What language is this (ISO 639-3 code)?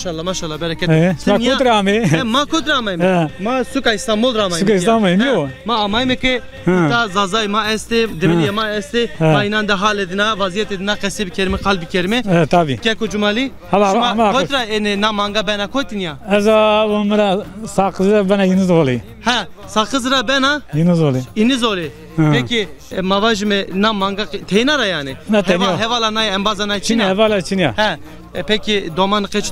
zza